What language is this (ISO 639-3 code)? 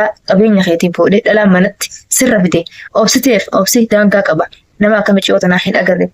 orm